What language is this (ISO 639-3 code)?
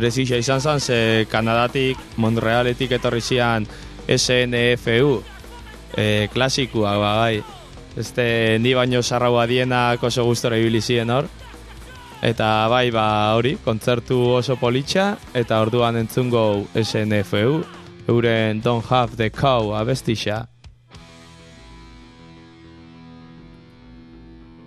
eus